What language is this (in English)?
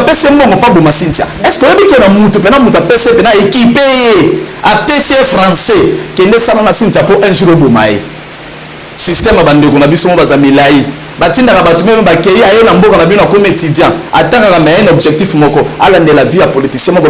Lingala